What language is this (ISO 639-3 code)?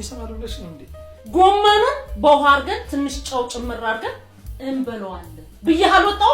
amh